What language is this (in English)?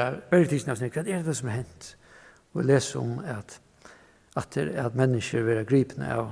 Faroese